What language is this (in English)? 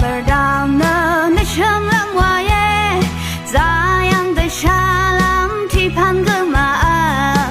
Rawang